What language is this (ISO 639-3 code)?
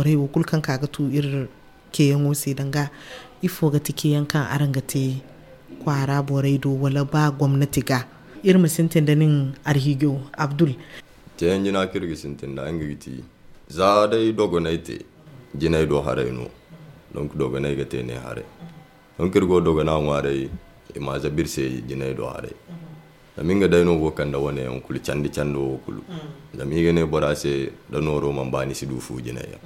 dje